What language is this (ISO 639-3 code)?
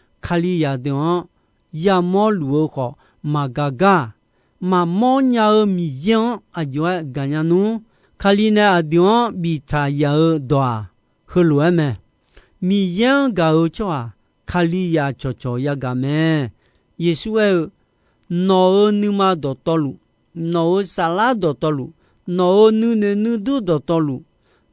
ahk